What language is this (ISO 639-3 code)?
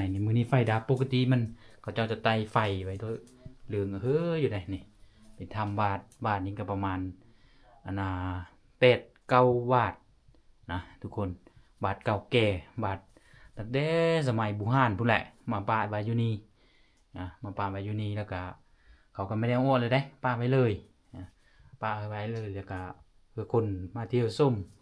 lao